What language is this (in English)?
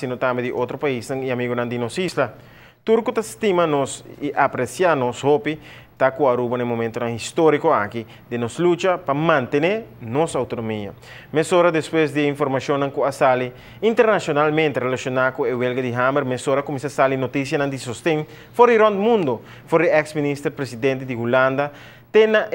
Papiamento